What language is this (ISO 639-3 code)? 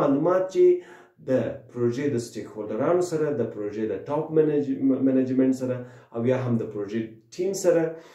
pus